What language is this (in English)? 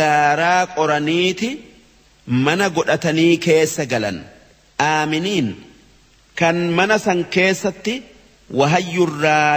Oromo